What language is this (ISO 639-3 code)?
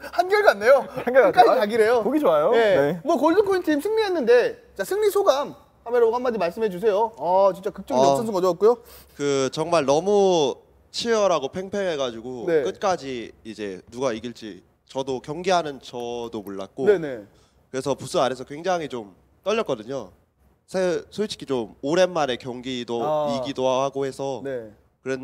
kor